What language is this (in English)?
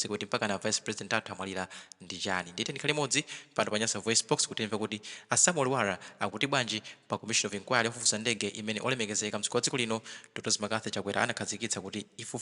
Nyanja